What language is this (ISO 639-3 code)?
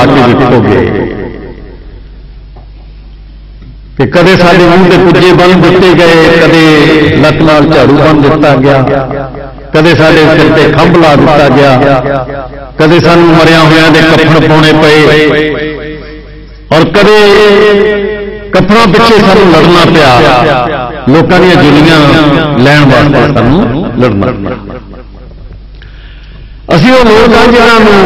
pan